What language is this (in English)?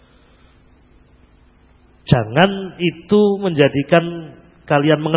Indonesian